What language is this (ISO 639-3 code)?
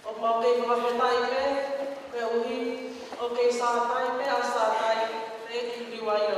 ton